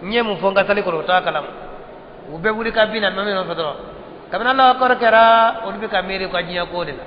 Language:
Bambara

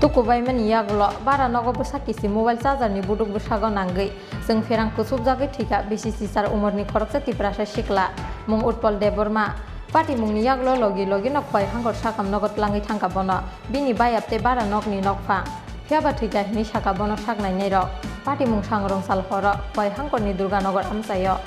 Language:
Kok Borok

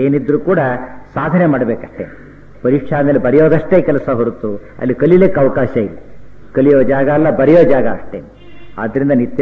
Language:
Kannada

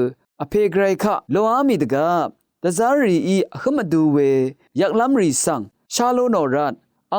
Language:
Rawang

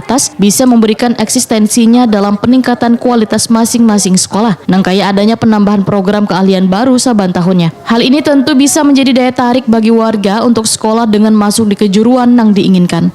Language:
Banjar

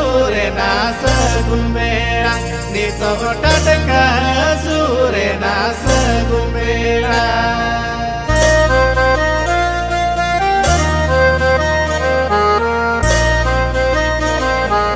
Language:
Bhojpuri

